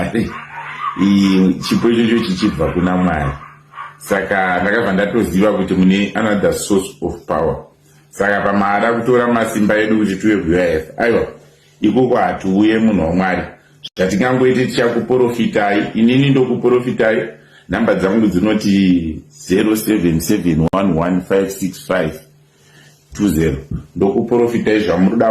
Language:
Shona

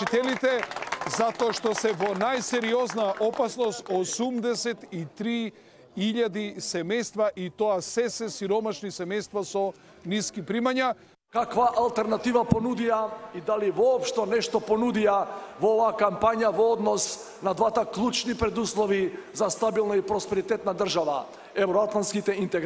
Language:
Macedonian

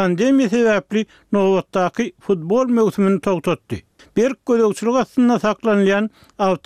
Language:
Turkmen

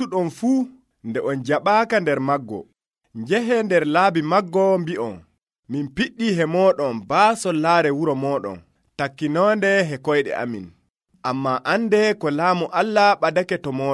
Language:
Nigerian Fulfulde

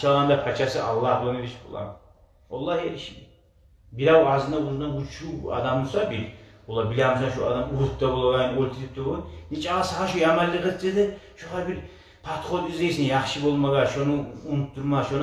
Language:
Kumyk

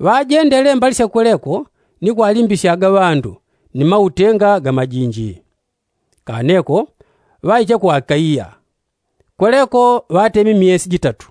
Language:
Yao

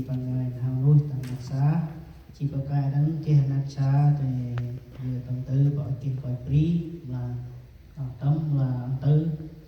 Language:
Central Mnong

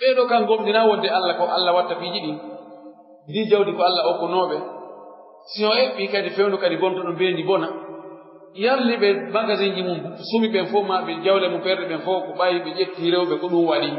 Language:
Pular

